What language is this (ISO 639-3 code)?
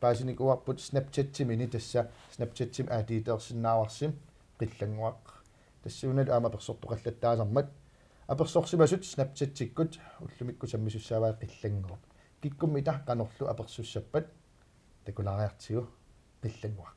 kal